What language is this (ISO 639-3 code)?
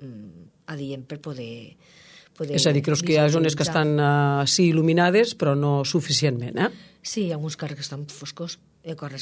cat